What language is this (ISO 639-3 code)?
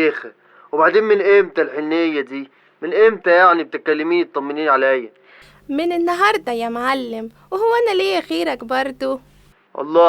arz